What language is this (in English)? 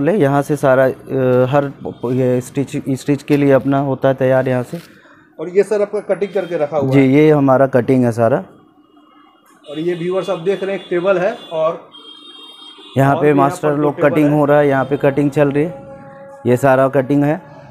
Hindi